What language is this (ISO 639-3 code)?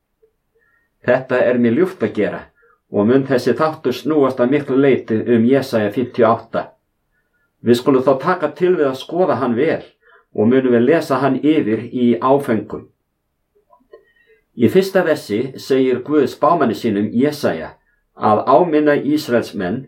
isl